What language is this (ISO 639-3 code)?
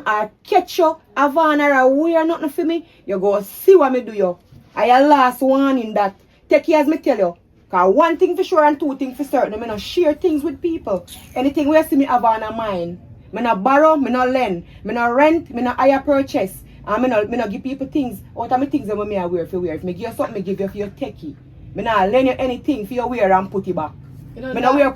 jam